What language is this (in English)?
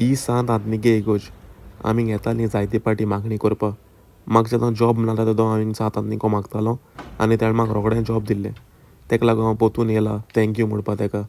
Konkani